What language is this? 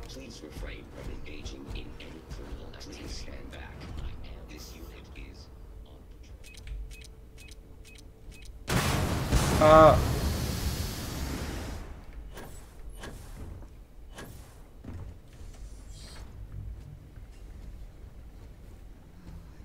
Norwegian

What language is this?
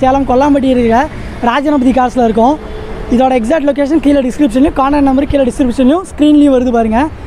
Tamil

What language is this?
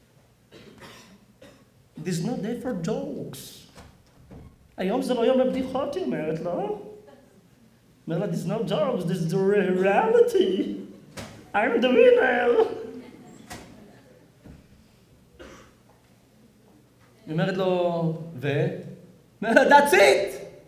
Hebrew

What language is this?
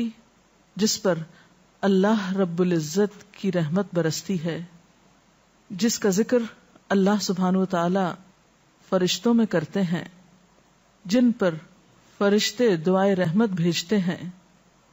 Urdu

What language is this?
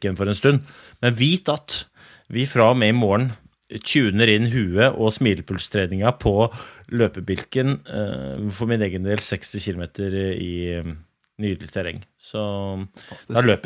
Norwegian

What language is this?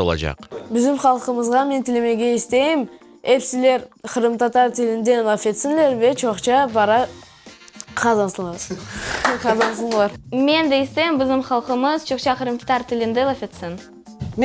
Crimean Tatar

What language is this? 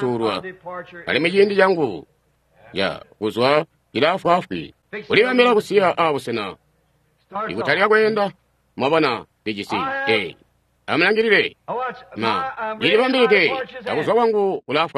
Tonga (Zambia)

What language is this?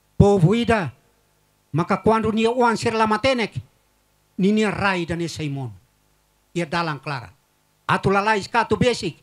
Tetum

